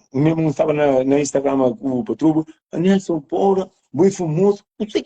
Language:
Kabuverdianu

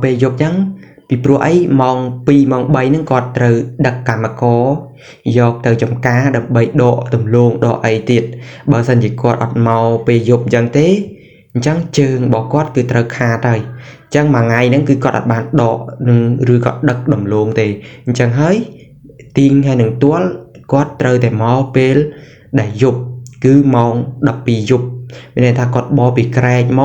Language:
Khmer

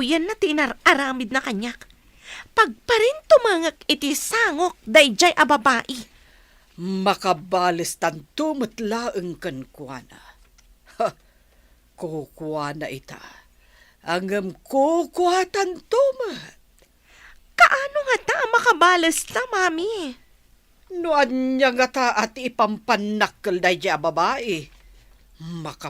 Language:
Iloko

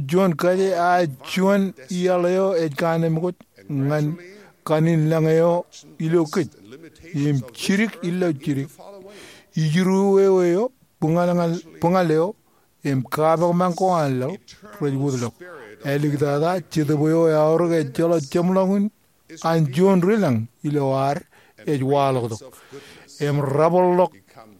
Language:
Marshallese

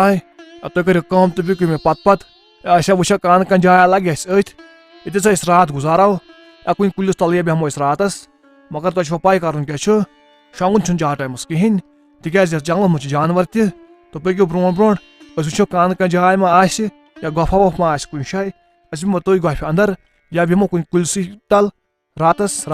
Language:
Kashmiri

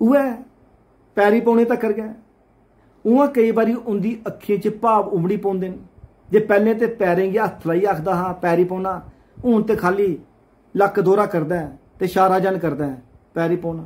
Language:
Dogri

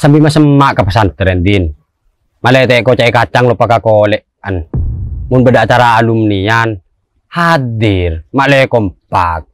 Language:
Madurese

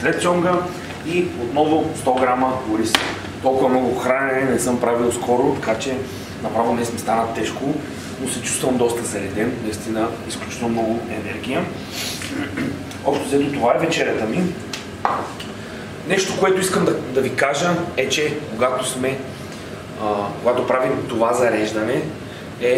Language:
Bulgarian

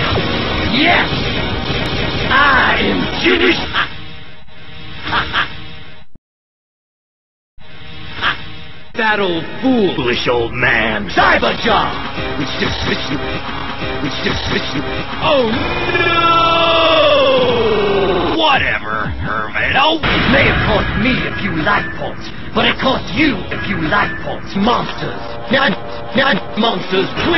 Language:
English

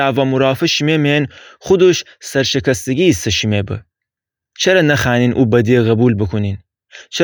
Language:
Gilaki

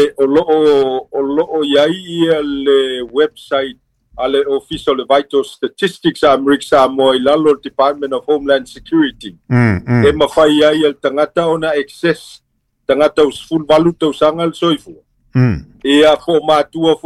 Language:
Samoan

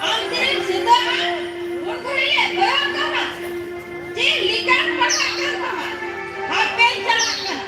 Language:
Santali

